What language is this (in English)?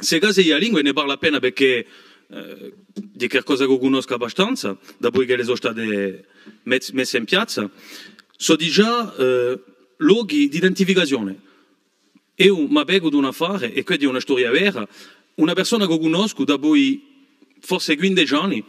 Corsican